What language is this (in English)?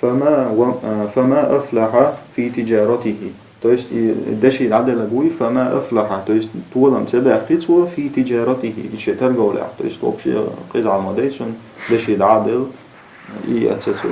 Chechen